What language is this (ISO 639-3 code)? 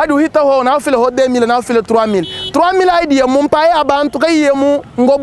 lua